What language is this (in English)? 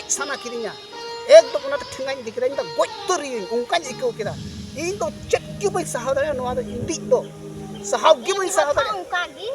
Santali